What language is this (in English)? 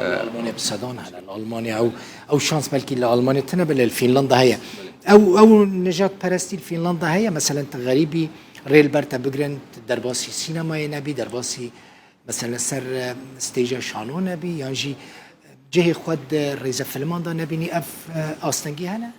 Kurdish